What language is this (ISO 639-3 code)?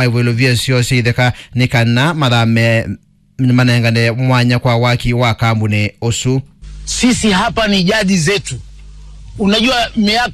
kam